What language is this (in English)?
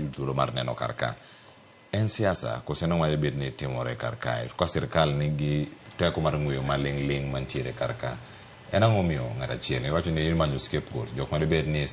Luo (Kenya and Tanzania)